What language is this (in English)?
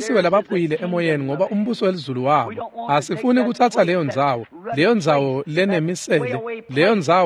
Swati